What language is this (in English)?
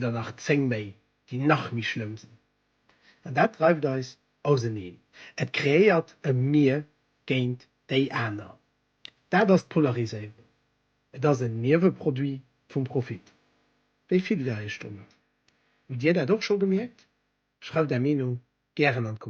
Luxembourgish